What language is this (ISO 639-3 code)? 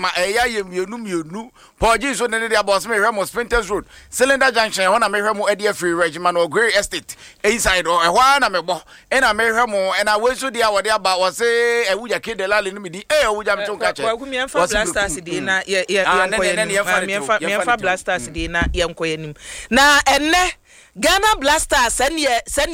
aka